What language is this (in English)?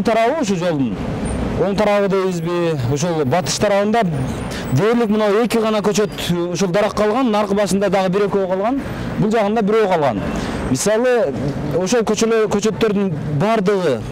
Kyrgyz